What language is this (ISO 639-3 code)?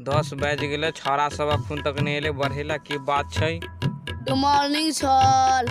mai